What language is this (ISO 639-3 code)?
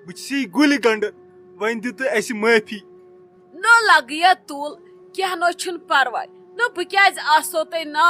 kas